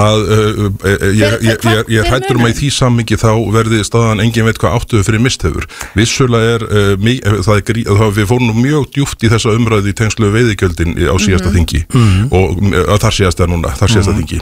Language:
Icelandic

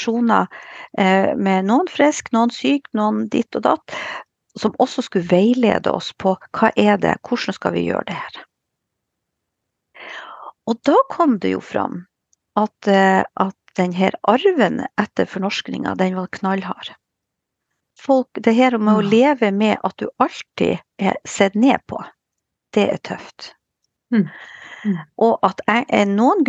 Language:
Norwegian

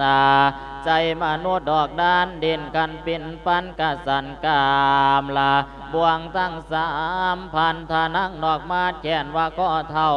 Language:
Lao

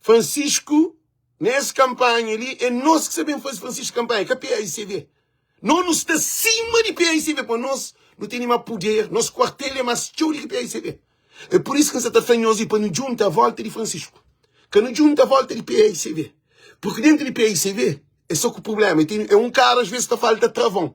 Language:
Kabuverdianu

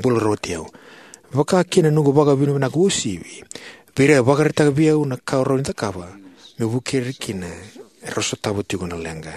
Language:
Fijian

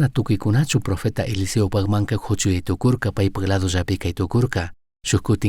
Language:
Chimborazo Highland Quichua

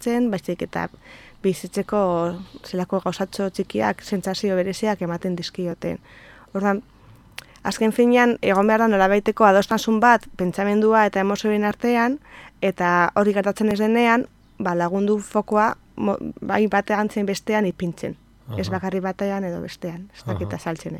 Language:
Basque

